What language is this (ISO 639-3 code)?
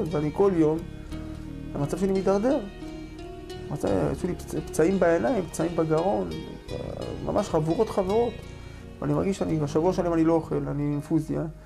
heb